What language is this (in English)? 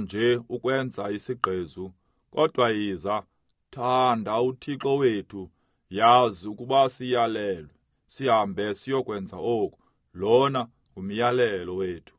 Xhosa